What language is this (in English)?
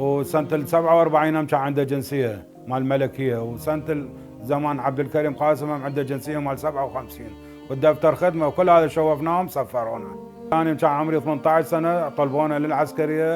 Mesopotamian Arabic